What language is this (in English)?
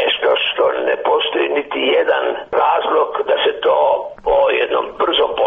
Croatian